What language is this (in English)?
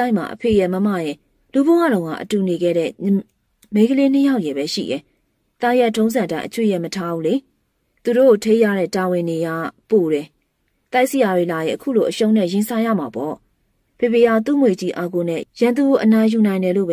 Burmese